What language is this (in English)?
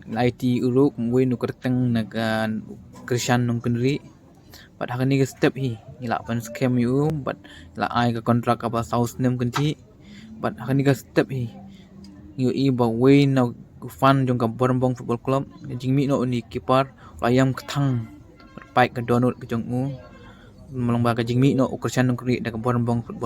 Khasi